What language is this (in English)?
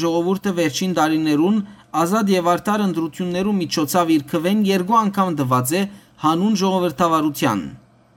Western Armenian